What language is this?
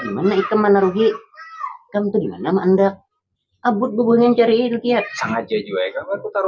Banjar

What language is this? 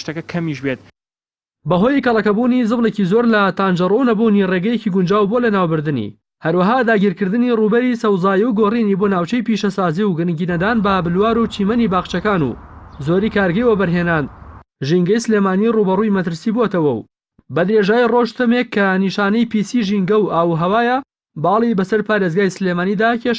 Central Kurdish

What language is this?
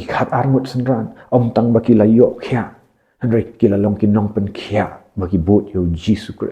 Khasi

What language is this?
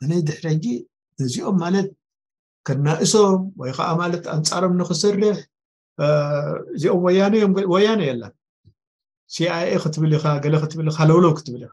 Tigrinya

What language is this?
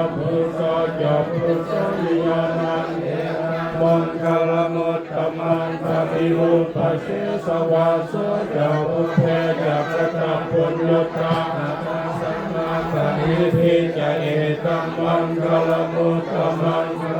Pali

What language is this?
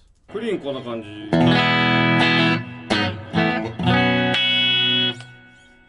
Japanese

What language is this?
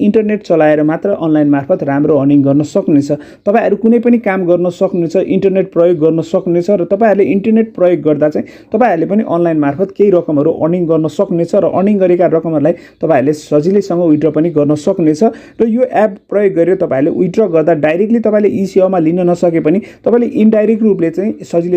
Nepali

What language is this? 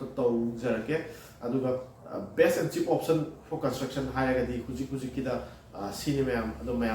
Manipuri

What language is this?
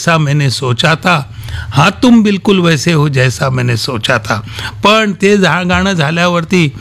Marathi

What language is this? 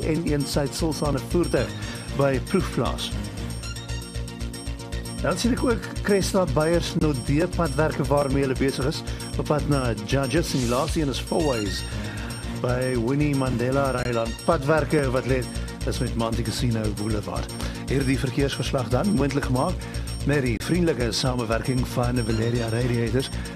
Afrikaans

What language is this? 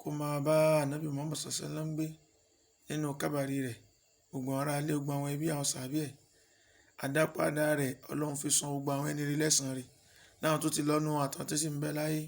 Yoruba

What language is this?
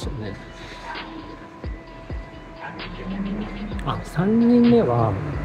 Japanese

